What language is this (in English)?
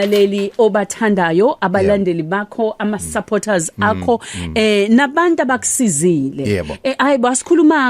Zulu